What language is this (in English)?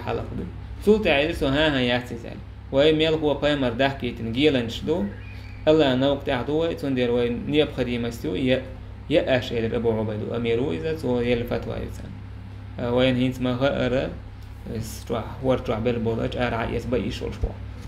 Chechen